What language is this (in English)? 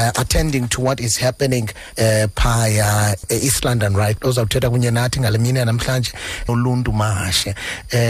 Xhosa